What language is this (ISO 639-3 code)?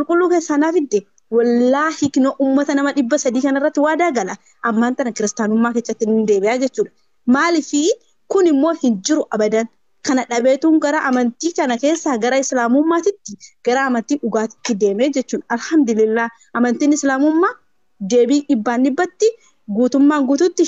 orm